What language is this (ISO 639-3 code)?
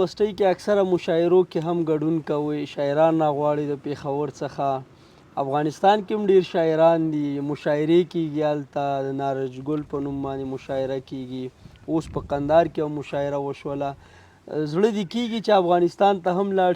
pus